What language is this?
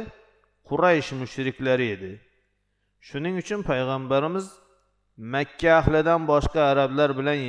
Uzbek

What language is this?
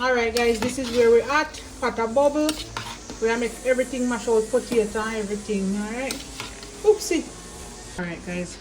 Jamaican Creole English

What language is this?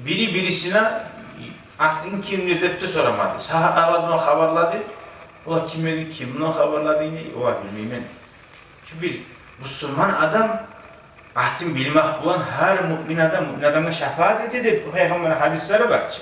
Kumyk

